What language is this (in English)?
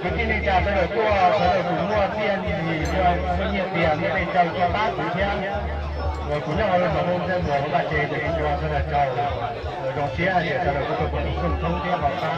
Hmong